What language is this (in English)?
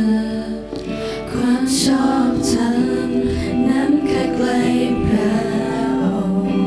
Lahu